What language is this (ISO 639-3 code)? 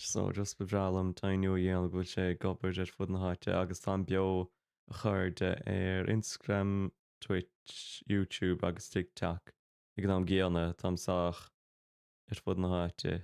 gle